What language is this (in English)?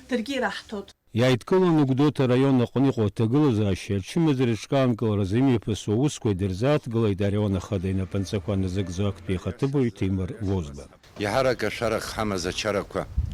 Abkhazian